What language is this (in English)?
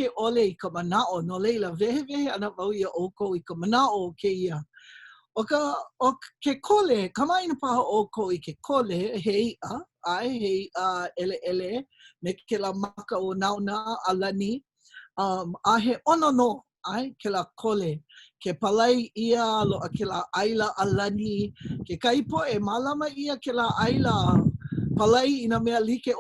Hawaiian